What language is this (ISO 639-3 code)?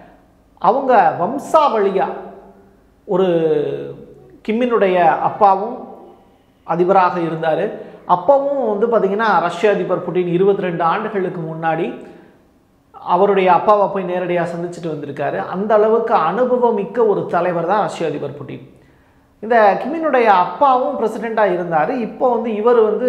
tam